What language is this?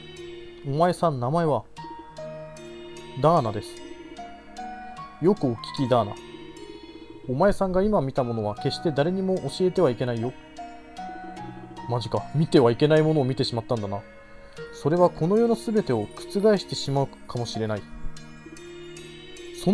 Japanese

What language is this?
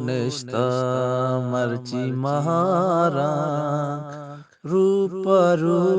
Eastern Balochi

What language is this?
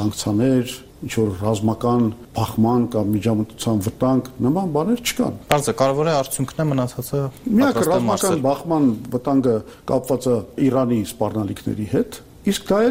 Armenian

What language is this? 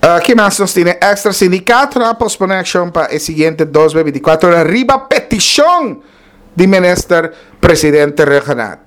Papiamento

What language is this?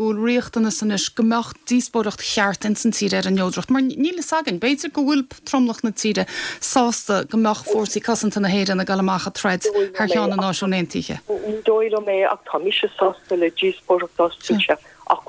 Irish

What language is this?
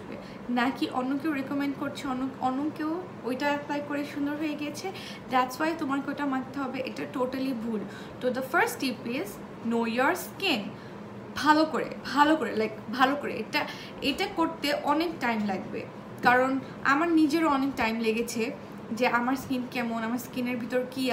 Bangla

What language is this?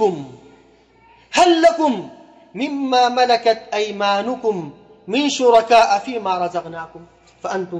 Sudanese Arabic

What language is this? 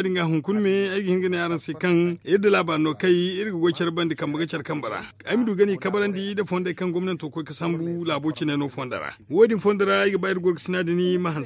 Zarma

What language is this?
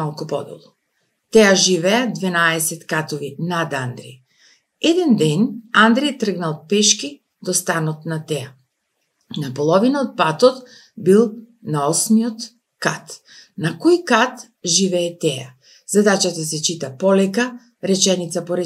Macedonian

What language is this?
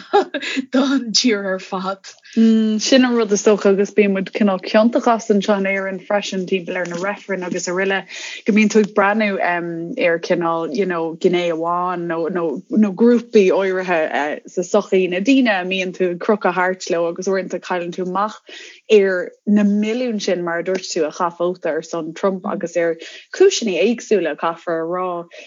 Irish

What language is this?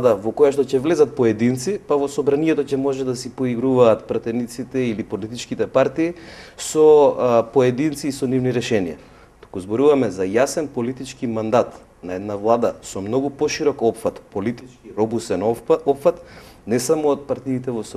Macedonian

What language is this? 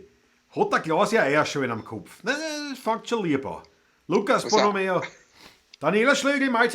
Bavarian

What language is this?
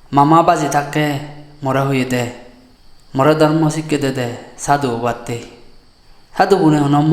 Chakma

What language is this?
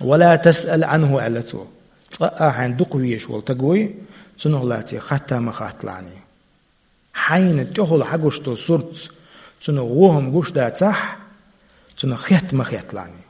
Chechen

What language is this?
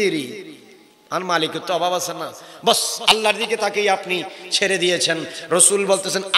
Bangla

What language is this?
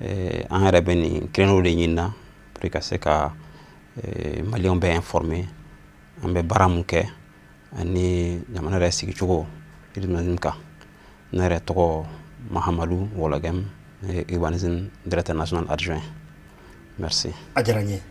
Bambara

